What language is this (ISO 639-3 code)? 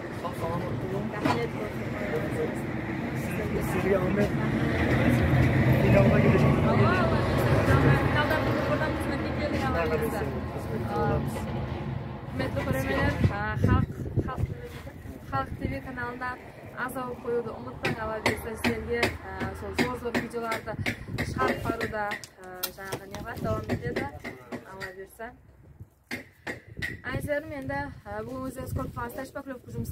kaz